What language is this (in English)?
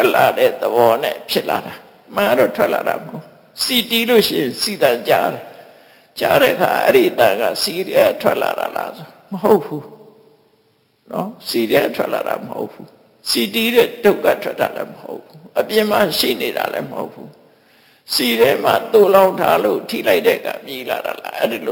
Burmese